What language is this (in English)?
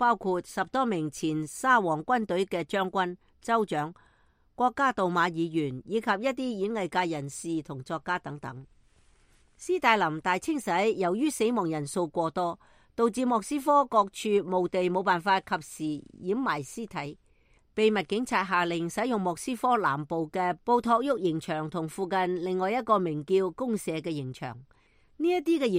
Cantonese